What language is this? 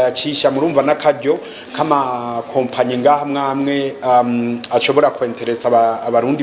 Rundi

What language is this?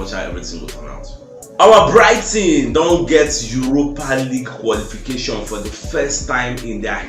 Nigerian Pidgin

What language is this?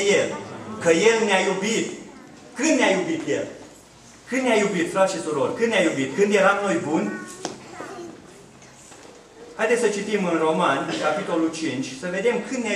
Romanian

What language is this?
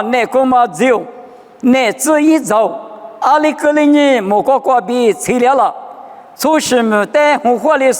Lisu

